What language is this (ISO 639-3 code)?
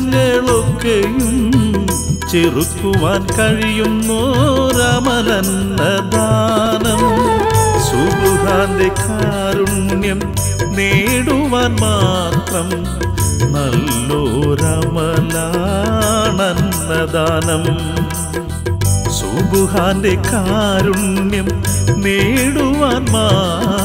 mal